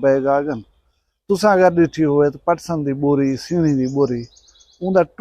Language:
Saraiki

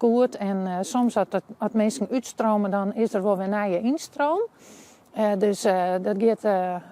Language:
Western Frisian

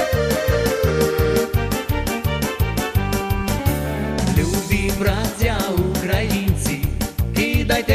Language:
Ukrainian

